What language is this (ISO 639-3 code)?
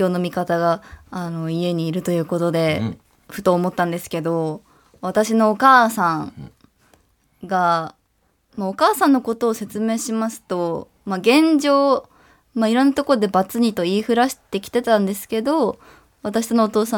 jpn